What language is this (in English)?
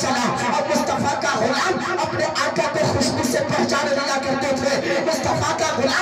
Urdu